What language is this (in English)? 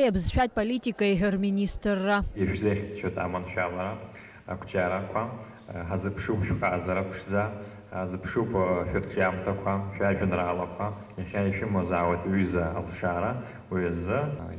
Abkhazian